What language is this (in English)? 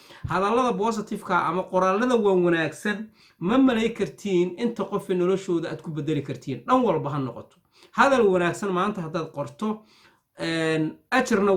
Somali